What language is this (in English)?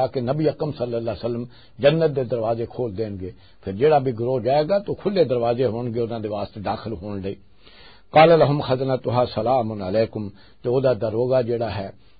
Western Panjabi